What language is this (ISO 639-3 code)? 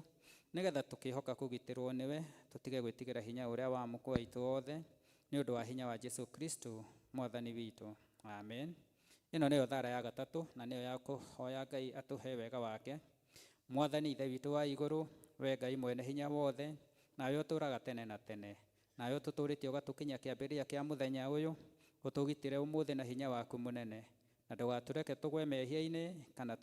kik